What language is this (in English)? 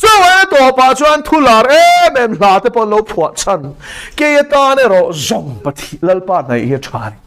Mizo